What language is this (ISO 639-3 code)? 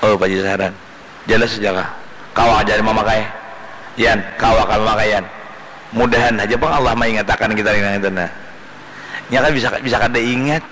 bjn